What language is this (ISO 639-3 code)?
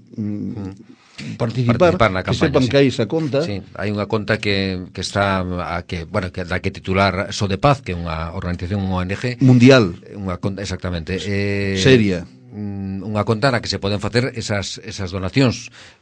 glg